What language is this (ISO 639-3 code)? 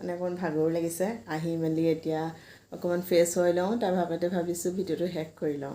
asm